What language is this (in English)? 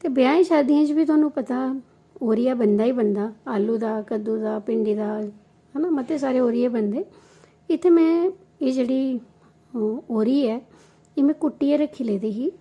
Dogri